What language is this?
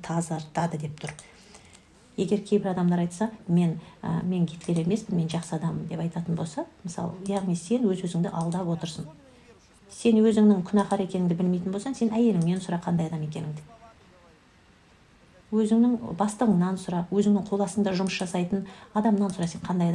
Kazakh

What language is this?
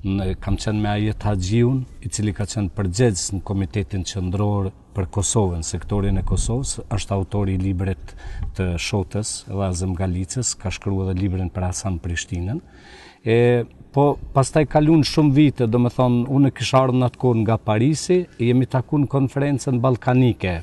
Albanian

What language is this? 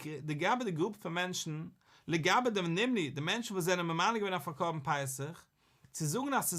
Yiddish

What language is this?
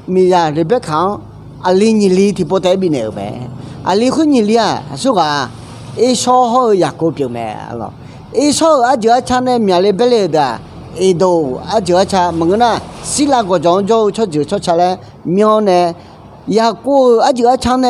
Akha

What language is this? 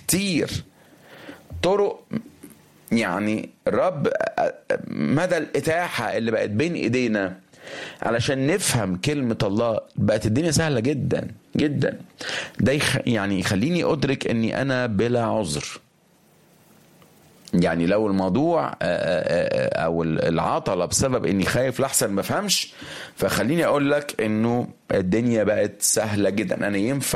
Egyptian Arabic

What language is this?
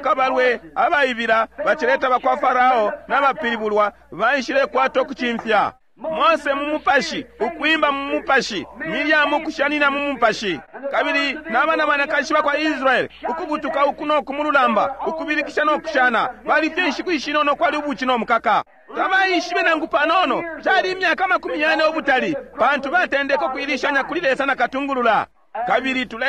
Bemba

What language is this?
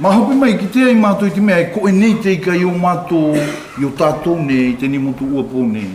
South Marquesan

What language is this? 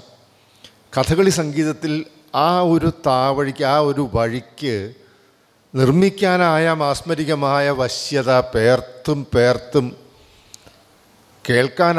Malayalam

